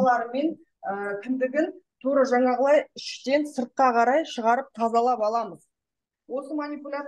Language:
Kazakh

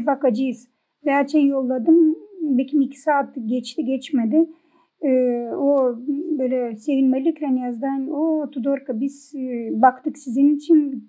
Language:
Gagauz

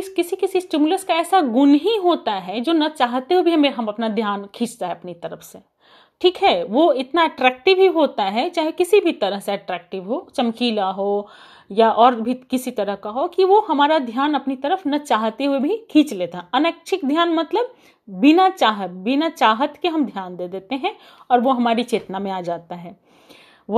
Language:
Hindi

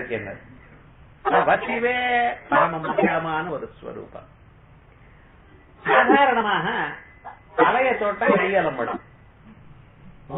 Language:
Tamil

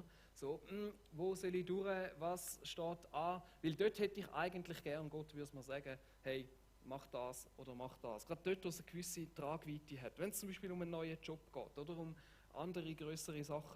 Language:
Swiss German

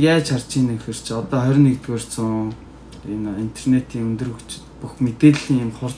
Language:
Mongolian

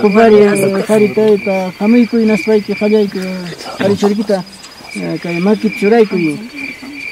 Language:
Ayacucho Quechua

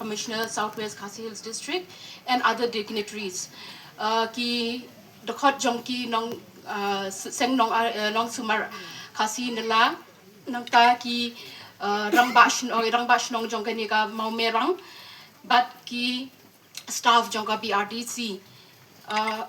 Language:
Khasi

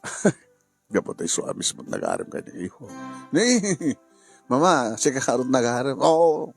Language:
Iloko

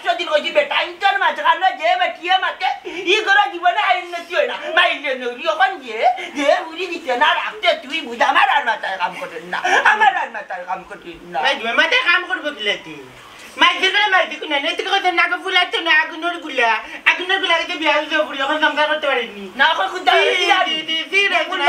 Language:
Sylheti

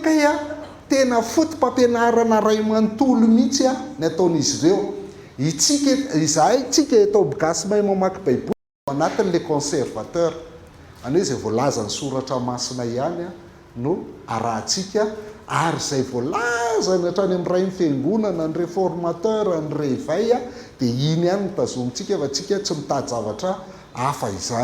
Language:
Malagasy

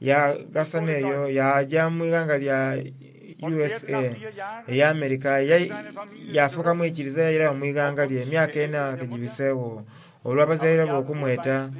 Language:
Soga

